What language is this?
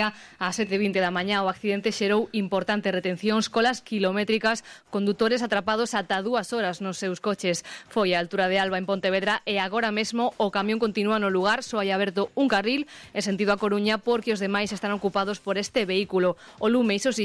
Galician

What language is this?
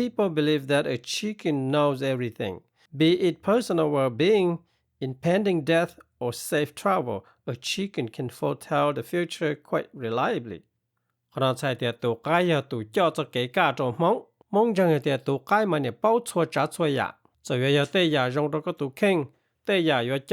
Hmong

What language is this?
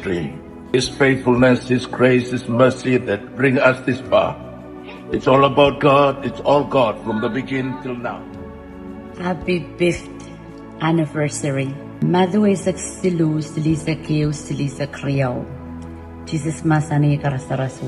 Pohnpeian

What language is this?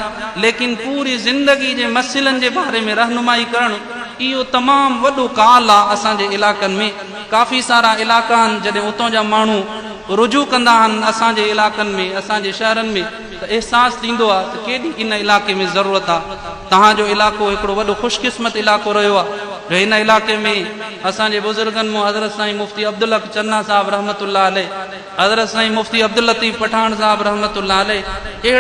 Sindhi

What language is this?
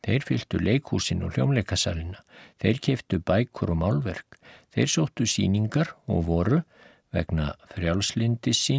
Icelandic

